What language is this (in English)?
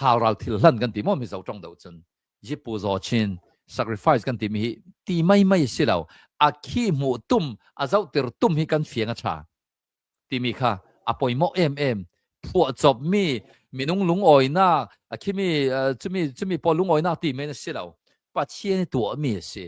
Hakha Chin